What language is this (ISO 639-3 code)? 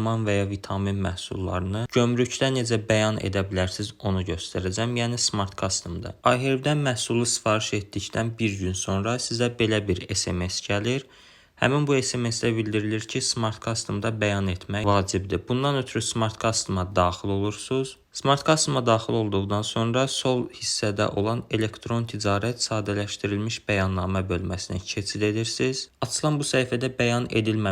aze